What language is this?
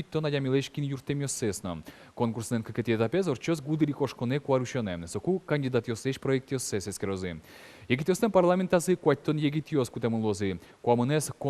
Udmurt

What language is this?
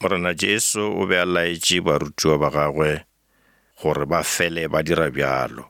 Northern Sotho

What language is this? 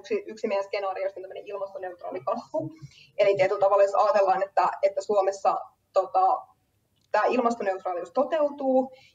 Finnish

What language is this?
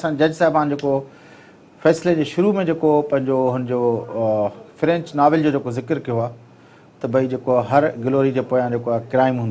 Sindhi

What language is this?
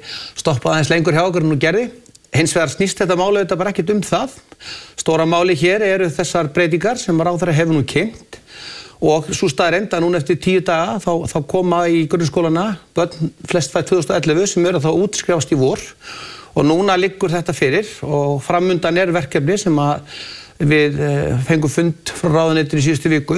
Icelandic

